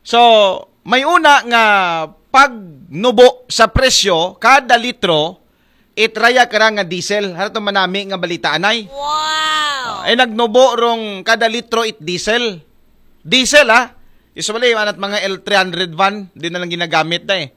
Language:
Aklanon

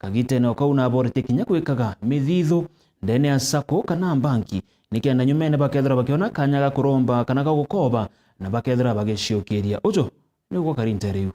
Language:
Meru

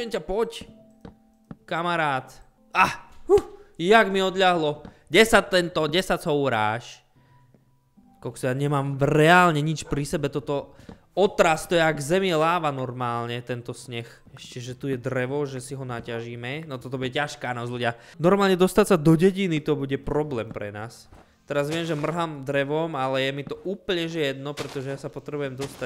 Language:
Slovak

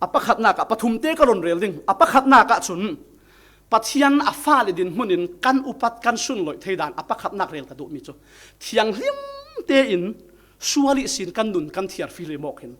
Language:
Falam Chin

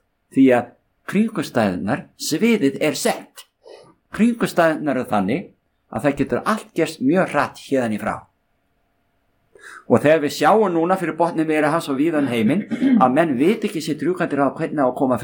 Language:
Icelandic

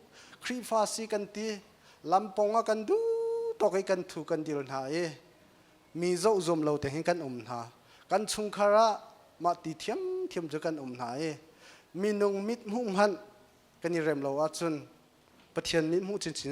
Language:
Hakha Chin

